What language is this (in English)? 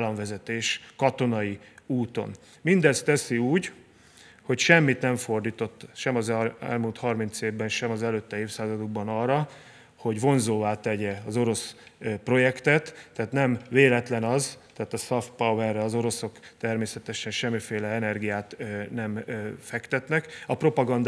Hungarian